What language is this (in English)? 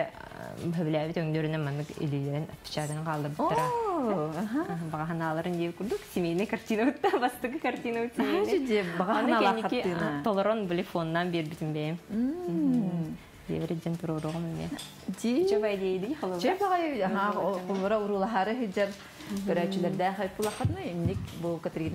Yakut